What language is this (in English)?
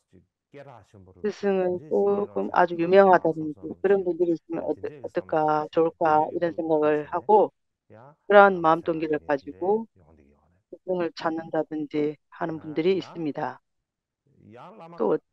Korean